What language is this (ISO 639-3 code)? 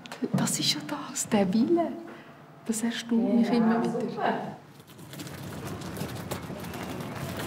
deu